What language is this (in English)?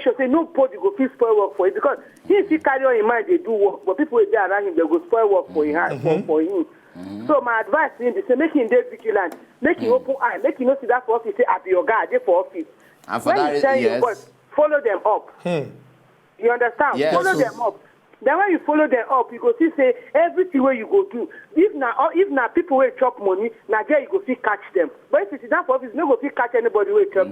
Nigerian Pidgin